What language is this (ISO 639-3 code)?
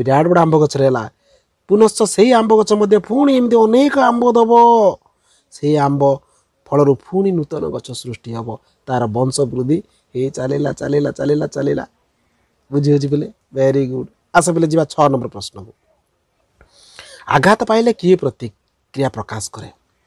ori